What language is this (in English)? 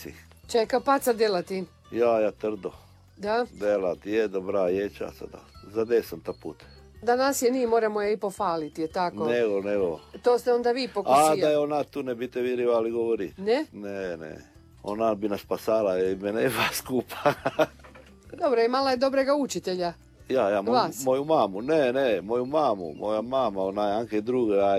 Croatian